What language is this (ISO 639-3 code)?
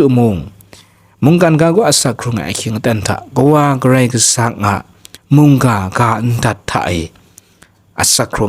kac